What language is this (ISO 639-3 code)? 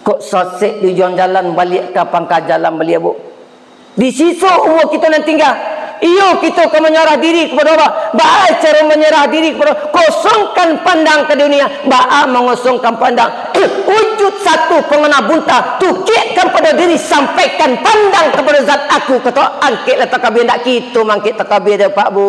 min